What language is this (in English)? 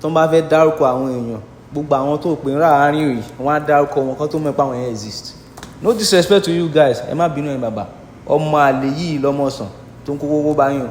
Yoruba